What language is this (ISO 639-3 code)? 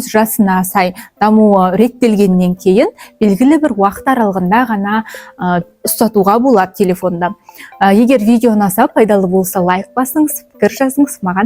kaz